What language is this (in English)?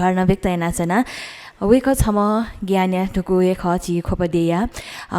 Newari